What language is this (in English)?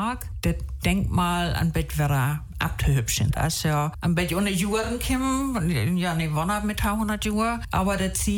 German